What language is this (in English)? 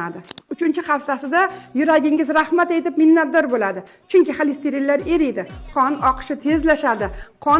Uzbek